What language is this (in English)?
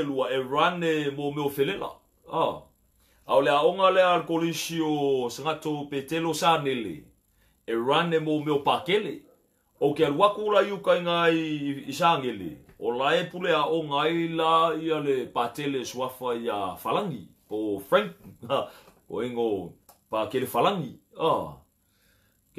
Samoan